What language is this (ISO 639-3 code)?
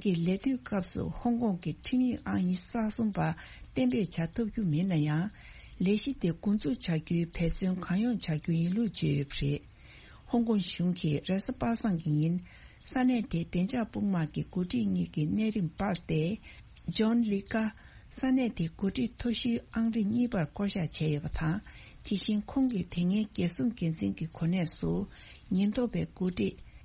bod